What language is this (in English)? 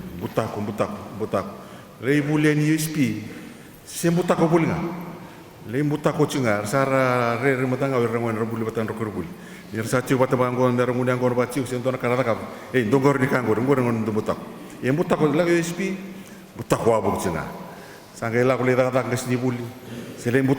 Fijian